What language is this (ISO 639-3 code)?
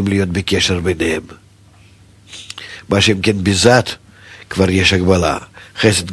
heb